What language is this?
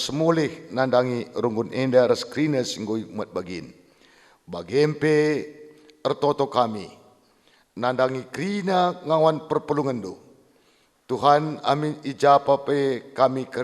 Batak Karo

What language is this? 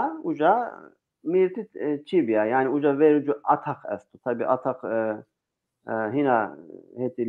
Zaza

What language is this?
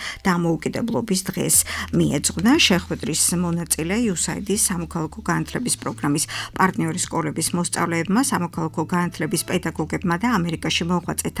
Georgian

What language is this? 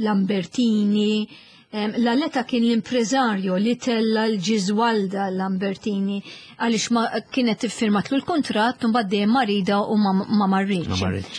Maltese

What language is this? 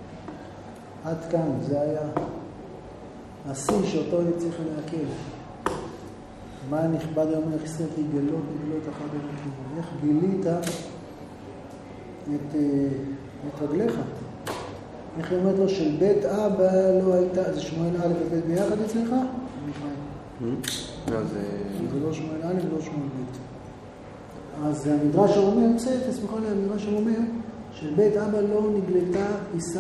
Hebrew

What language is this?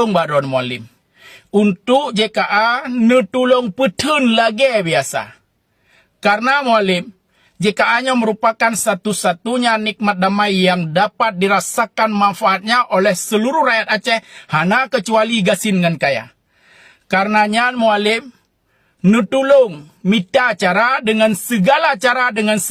Achinese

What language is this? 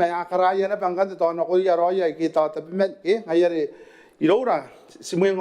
Gilbertese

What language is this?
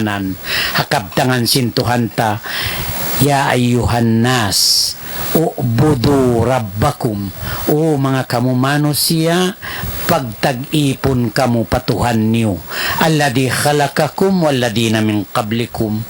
Tausug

